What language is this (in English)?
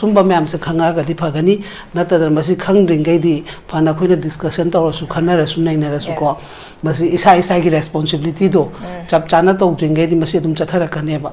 Manipuri